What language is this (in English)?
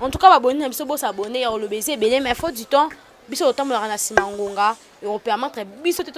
Lingala